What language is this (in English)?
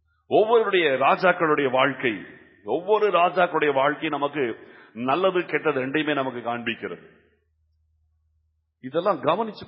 Tamil